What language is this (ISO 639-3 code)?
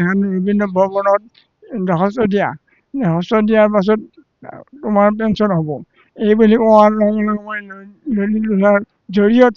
asm